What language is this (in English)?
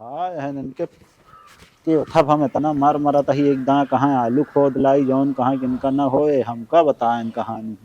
Awadhi